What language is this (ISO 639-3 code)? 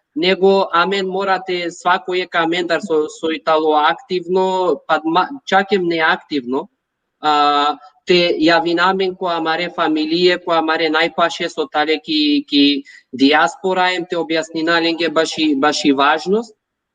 rmn